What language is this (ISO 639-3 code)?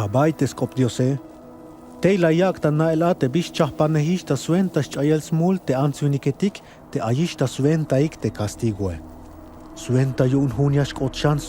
tzh